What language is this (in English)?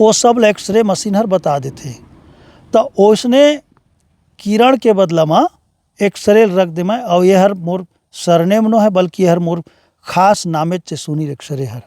Chhattisgarhi